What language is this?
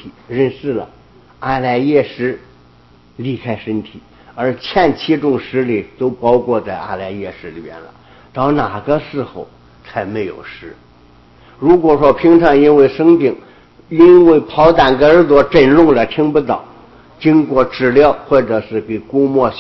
Chinese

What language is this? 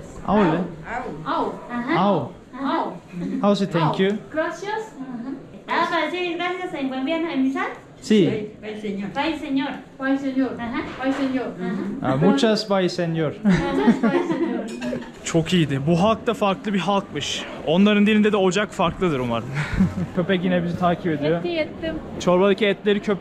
Turkish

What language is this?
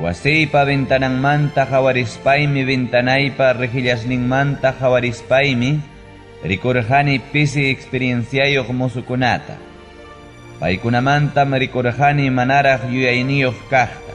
Ayacucho Quechua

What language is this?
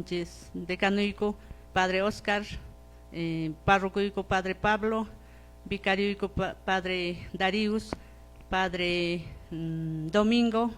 Quechua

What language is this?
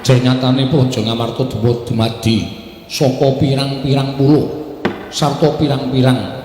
Javanese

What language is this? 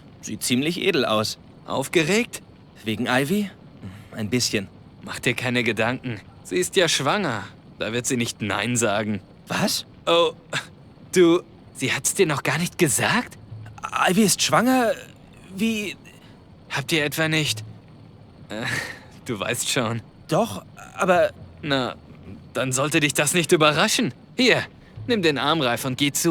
Bavarian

